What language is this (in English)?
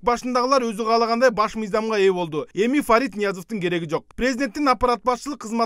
Kyrgyz